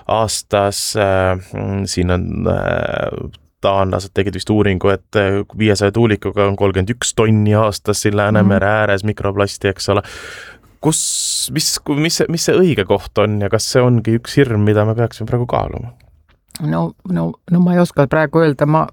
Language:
Estonian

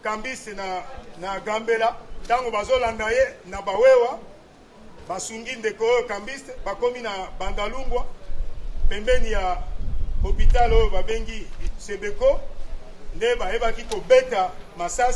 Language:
Lingala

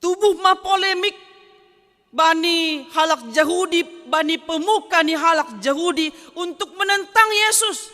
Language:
Batak Simalungun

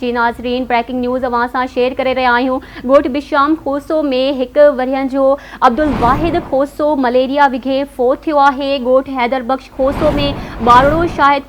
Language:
Sindhi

